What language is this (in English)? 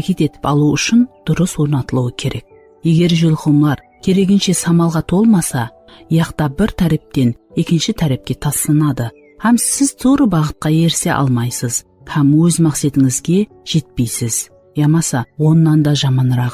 Kara-Kalpak